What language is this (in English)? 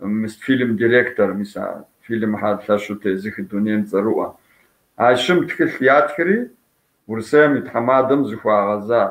Kabardian